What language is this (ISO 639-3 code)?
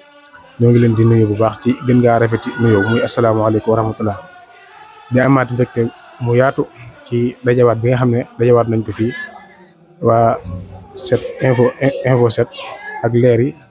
wol